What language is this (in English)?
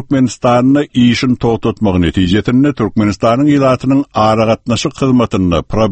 Turkmen